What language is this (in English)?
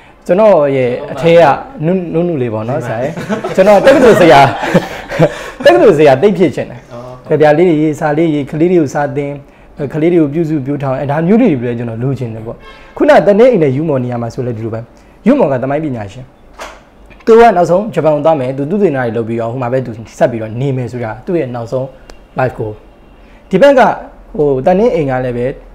Burmese